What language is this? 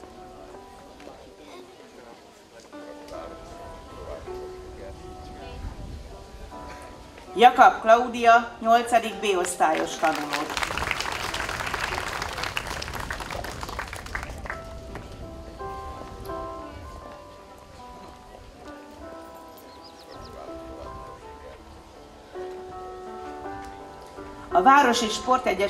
Hungarian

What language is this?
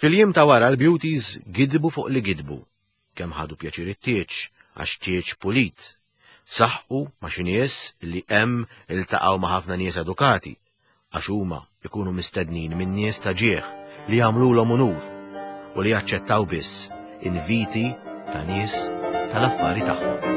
Maltese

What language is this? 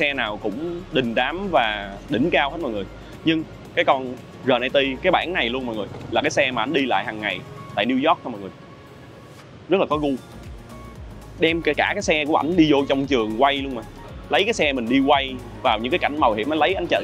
Vietnamese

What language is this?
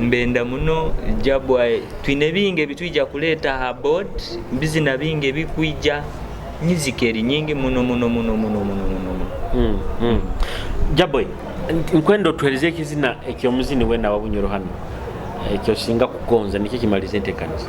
Nyoro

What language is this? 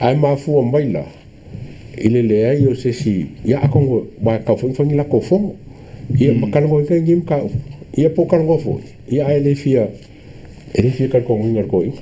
Samoan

